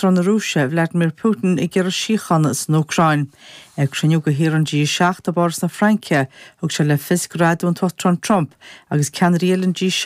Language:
Irish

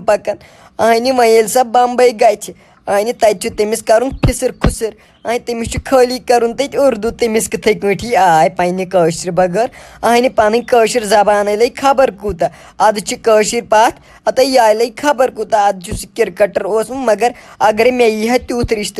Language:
Kashmiri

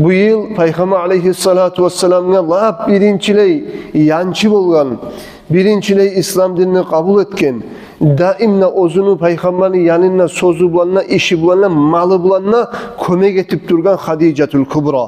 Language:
Kumyk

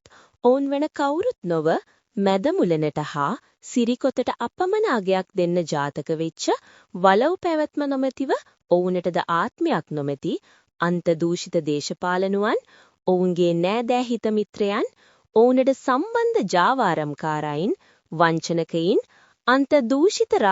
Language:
Sinhala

